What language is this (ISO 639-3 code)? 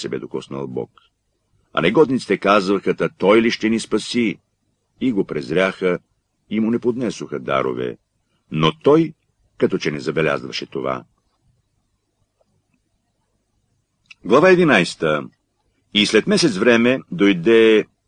bul